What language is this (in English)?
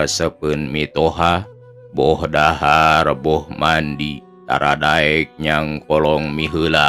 Sundanese